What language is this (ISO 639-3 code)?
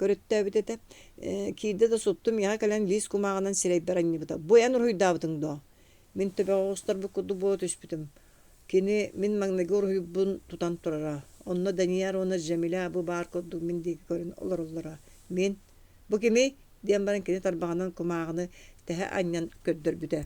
sah